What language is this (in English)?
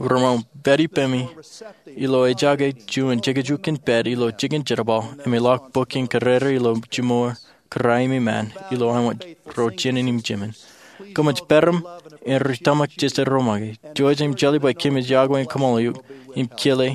Marshallese